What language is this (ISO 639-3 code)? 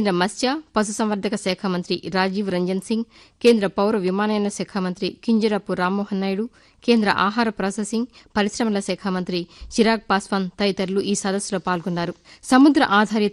tel